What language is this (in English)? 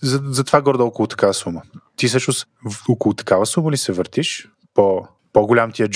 Bulgarian